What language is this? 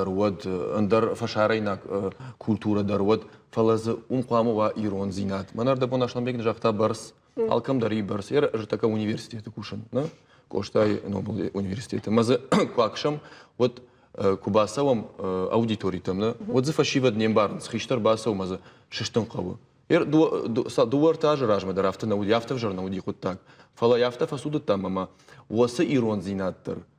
Ossetic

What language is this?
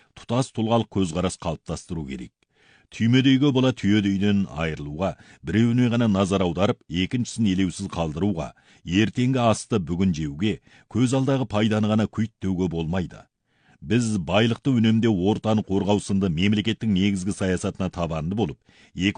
Kazakh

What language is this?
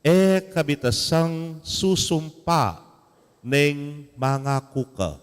Pampanga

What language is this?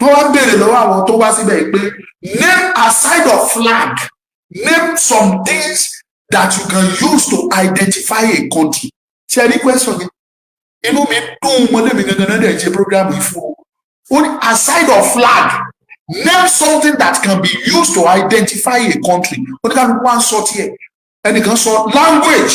Yoruba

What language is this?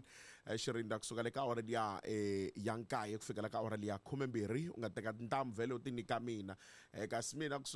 Tsonga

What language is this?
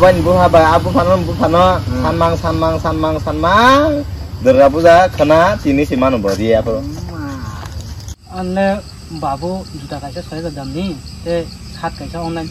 Kok Borok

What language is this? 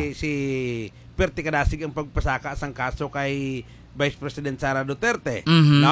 Hiligaynon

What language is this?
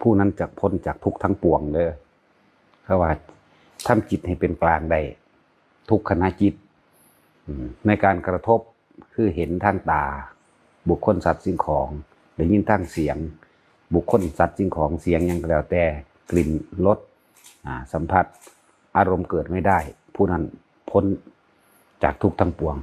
Lao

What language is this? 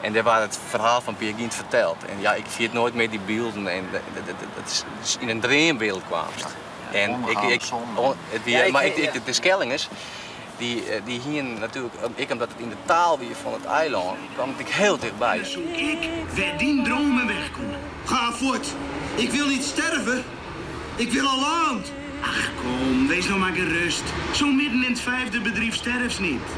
Western Frisian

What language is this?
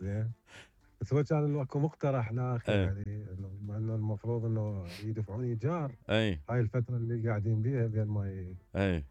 Mesopotamian Arabic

